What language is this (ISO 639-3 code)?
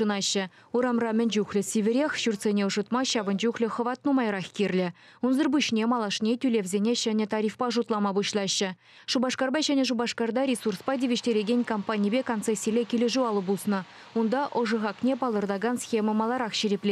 chv